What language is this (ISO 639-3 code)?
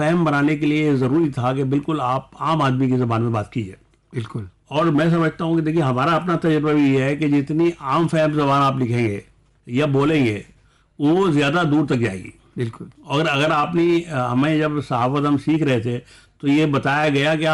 urd